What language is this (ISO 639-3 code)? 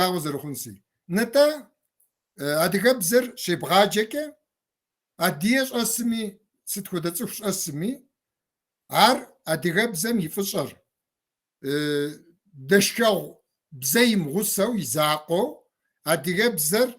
kbd